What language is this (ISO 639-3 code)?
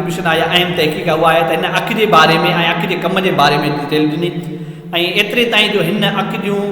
snd